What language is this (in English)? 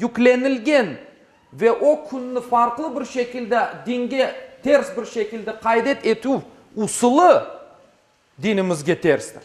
Crimean Tatar